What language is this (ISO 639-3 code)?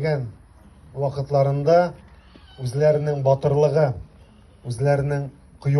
tat